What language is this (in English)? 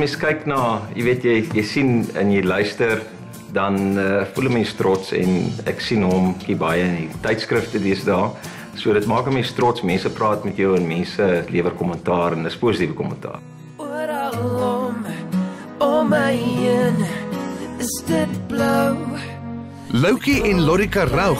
Afrikaans